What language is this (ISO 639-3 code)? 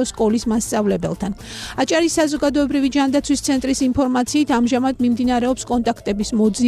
kat